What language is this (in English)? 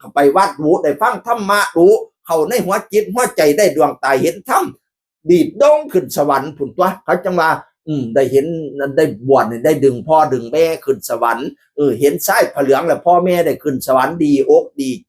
Northeastern Thai